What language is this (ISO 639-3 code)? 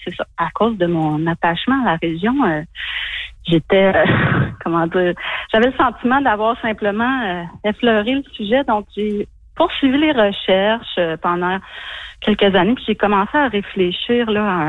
fra